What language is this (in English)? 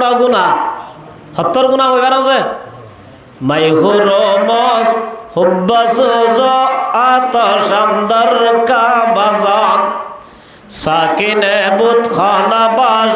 Rohingya